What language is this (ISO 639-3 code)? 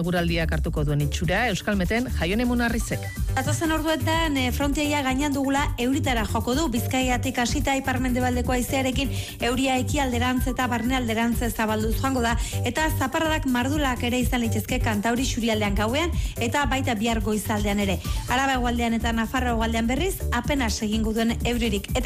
eus